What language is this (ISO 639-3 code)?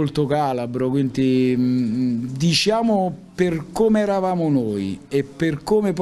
ita